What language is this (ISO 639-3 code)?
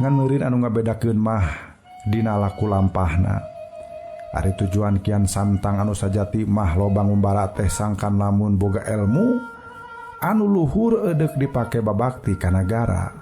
sun